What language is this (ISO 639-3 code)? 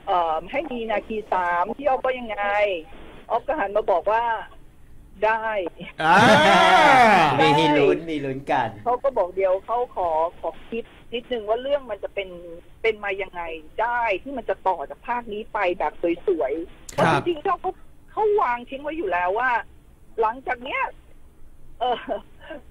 tha